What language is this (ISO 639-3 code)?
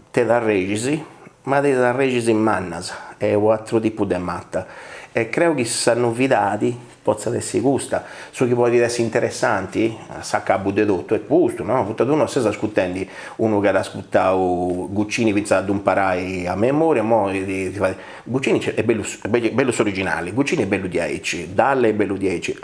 srd